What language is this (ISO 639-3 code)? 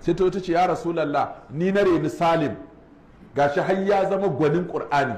hau